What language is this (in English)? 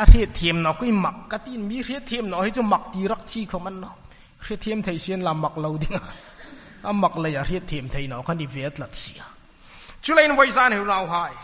Hmar